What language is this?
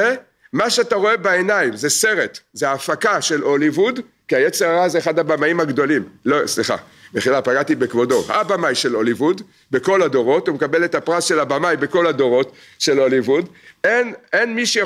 Hebrew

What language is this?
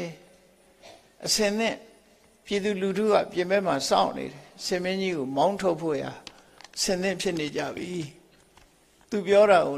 Burmese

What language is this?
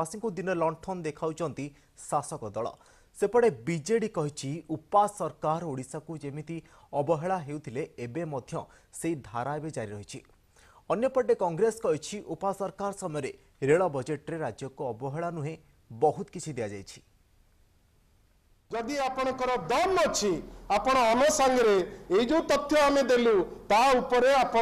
Odia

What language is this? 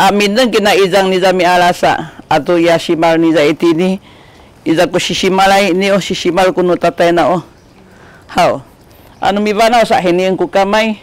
Sakizaya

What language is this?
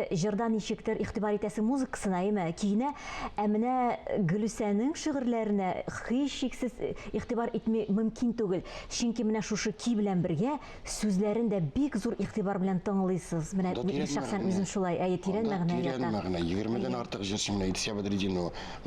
Tatar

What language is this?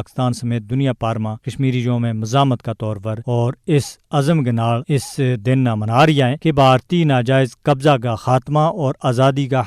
Gujari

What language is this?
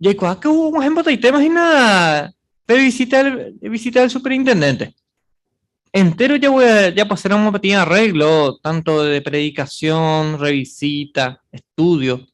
Guarani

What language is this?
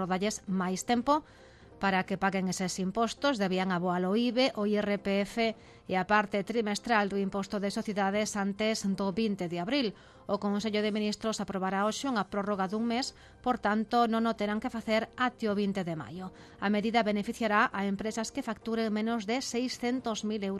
Galician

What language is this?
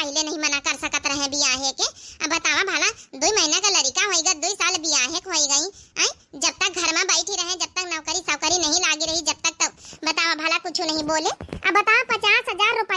Awadhi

